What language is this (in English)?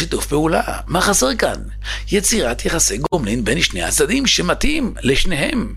Hebrew